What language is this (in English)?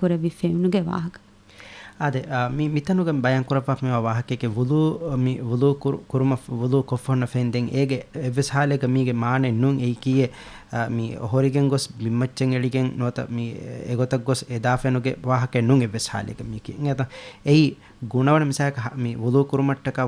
Divehi